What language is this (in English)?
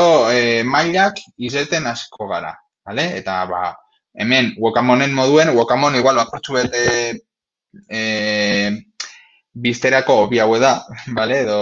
Basque